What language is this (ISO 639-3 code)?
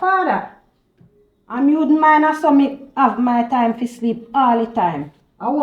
jam